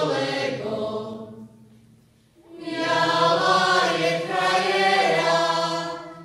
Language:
Slovak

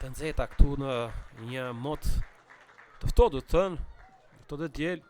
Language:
Albanian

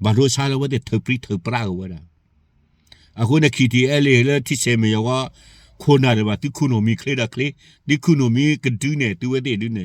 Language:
S'gaw Karen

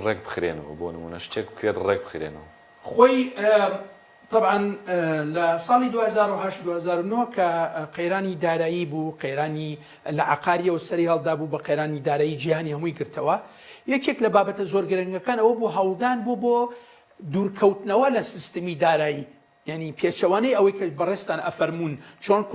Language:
Central Kurdish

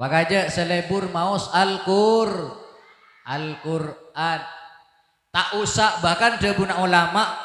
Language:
Madurese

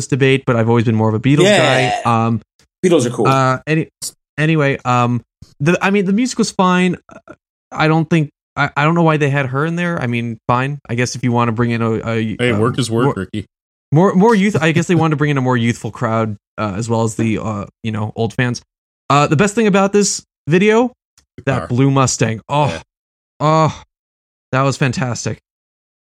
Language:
English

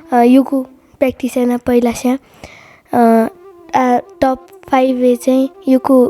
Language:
Newari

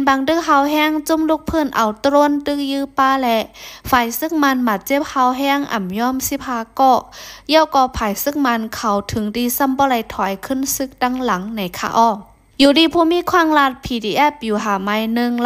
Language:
Shan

